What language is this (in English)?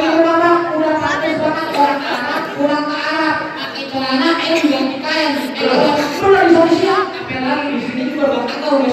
Betawi